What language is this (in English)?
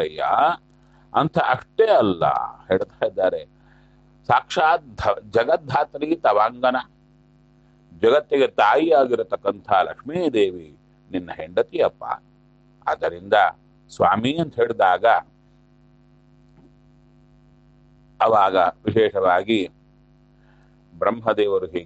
Kannada